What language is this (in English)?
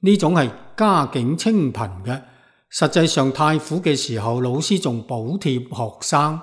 Cantonese